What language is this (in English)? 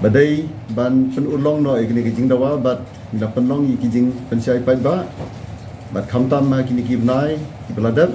Khasi